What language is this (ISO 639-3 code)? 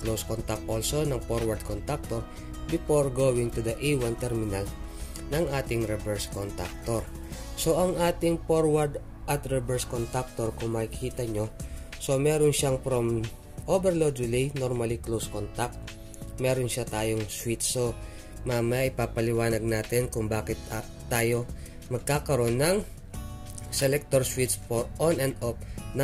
fil